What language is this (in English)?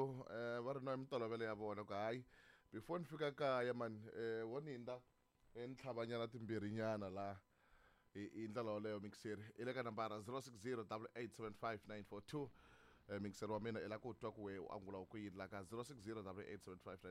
Tsonga